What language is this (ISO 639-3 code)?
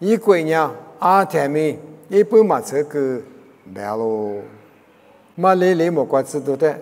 lis